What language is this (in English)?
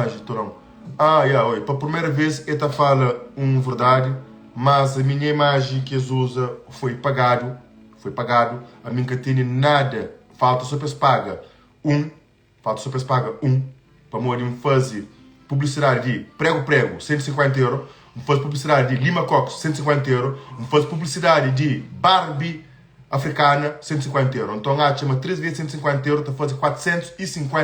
Kabuverdianu